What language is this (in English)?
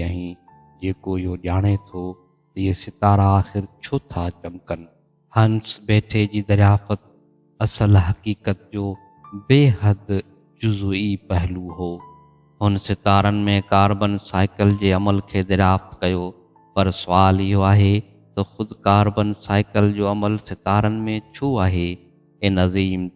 Sindhi